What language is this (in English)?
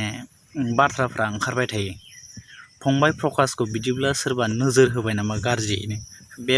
Bodo